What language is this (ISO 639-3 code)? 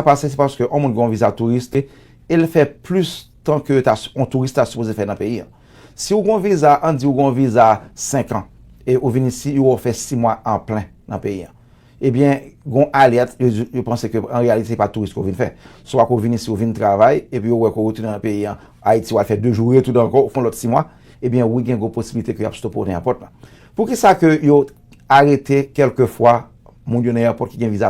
hat